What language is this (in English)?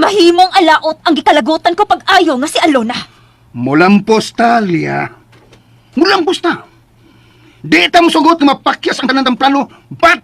Cebuano